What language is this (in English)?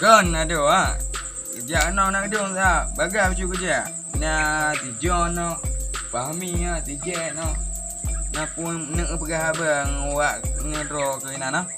Achinese